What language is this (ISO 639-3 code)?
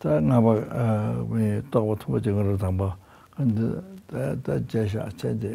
bod